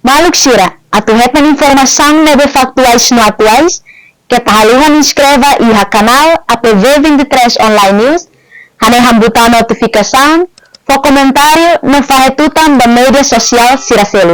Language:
Tetum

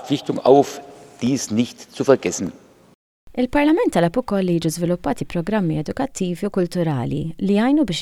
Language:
Maltese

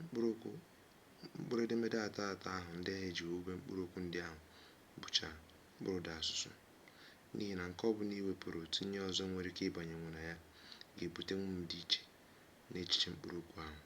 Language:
Igbo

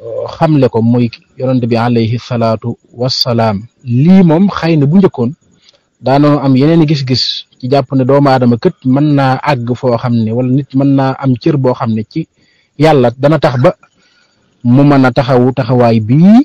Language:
Wolof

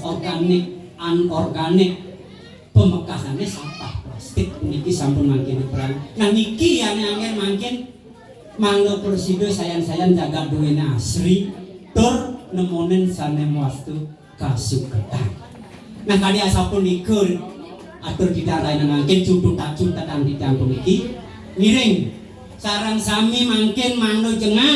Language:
Balinese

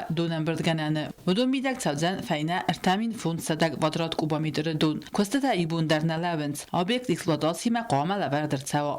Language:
Ossetic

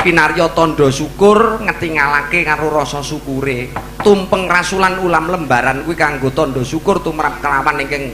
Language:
Javanese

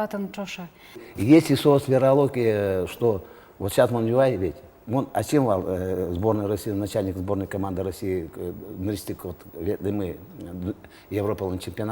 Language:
Udmurt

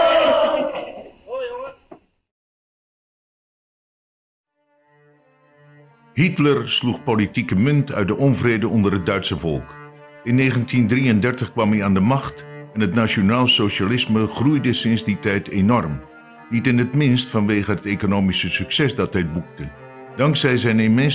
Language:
Dutch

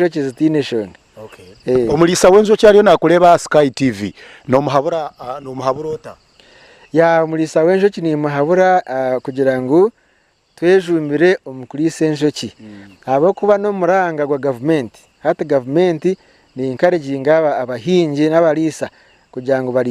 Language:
Nyankole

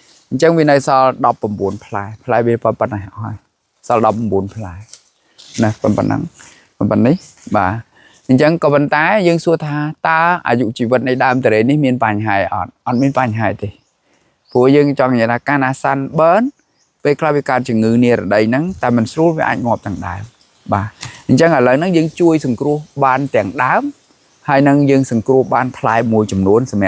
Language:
Khmer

